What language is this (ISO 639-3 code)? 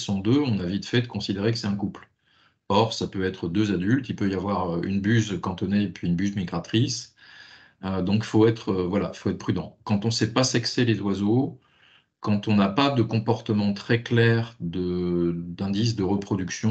fra